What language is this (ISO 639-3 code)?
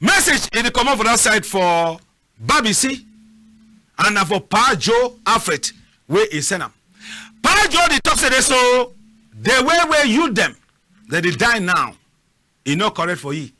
wes